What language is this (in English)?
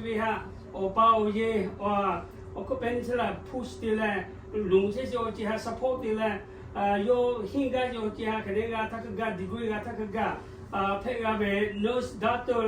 Lahu